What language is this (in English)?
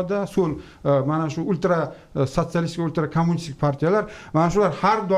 Uzbek